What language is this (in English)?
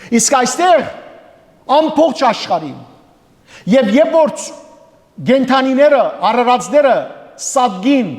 Western Armenian